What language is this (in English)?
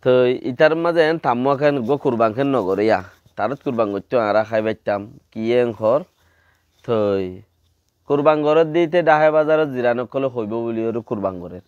Rohingya